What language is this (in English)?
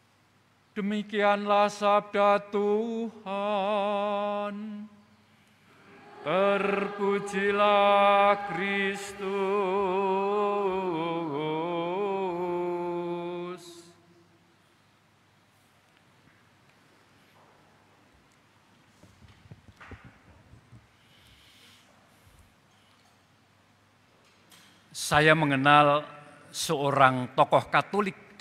Indonesian